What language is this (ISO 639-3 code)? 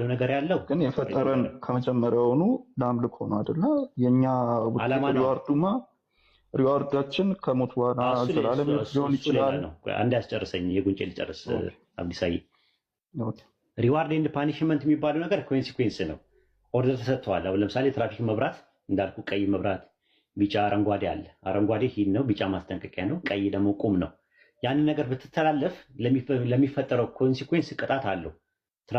amh